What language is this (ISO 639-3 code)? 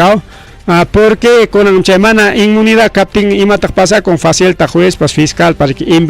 quy